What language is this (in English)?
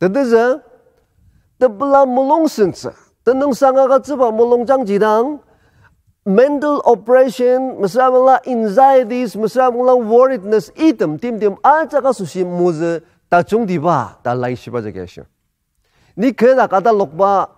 Ao Naga